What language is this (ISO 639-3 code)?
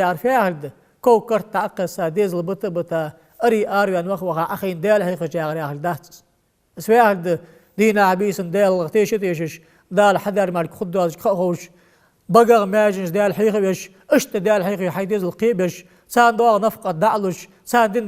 inh